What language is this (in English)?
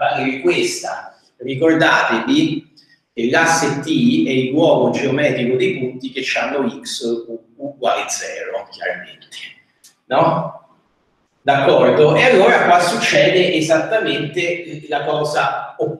Italian